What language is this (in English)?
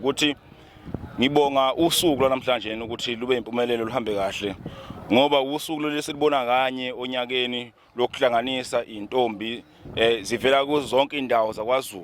Zulu